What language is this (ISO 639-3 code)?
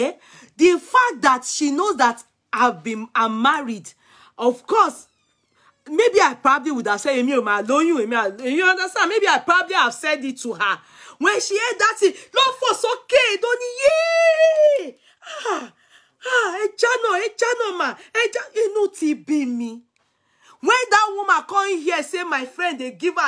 pcm